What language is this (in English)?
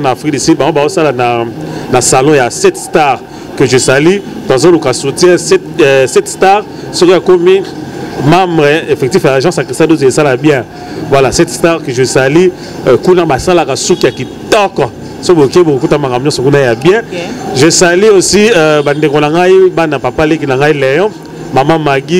Lingala